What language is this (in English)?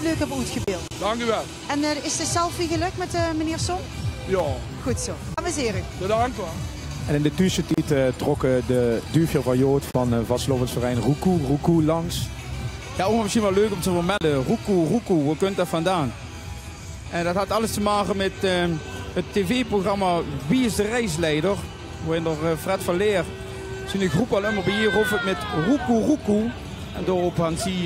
Limburgish